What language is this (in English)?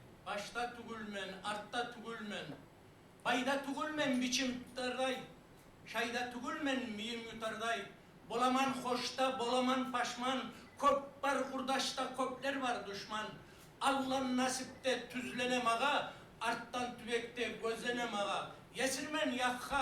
Kumyk